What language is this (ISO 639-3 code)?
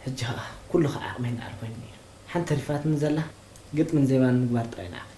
tir